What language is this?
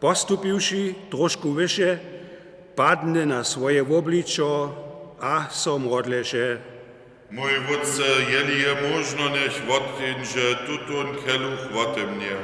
Upper Sorbian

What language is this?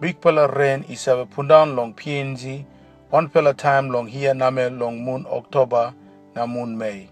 Tok Pisin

